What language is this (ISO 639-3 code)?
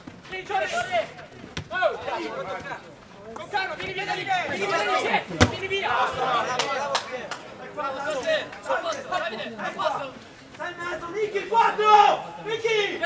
ita